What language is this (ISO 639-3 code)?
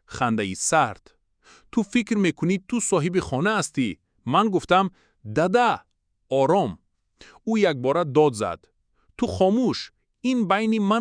tgk